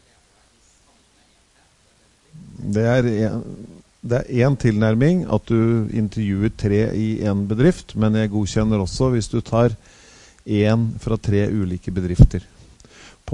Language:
Norwegian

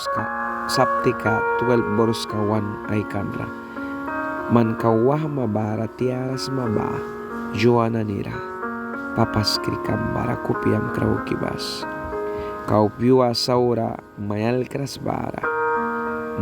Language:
Mískito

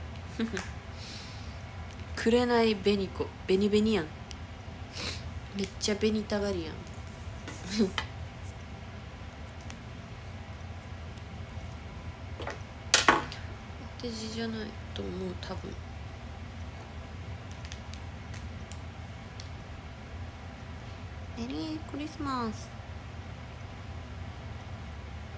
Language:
Japanese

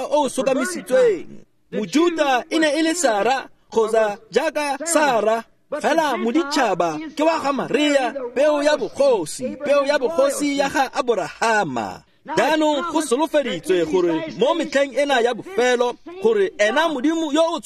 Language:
Tswana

